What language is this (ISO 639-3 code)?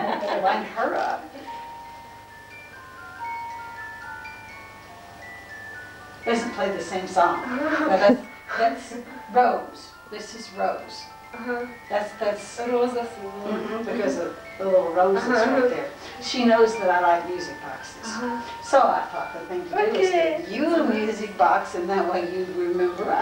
hrv